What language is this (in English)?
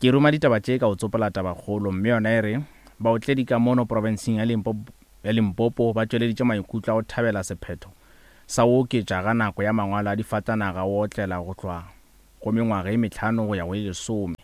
Northern Sotho